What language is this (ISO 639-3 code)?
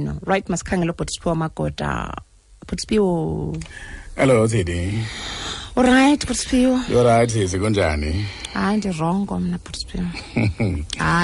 xho